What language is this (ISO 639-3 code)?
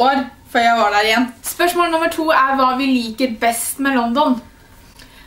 nor